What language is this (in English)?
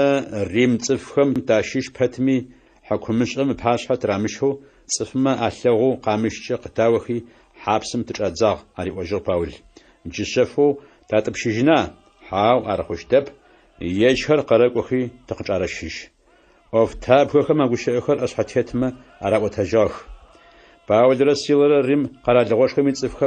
Adyghe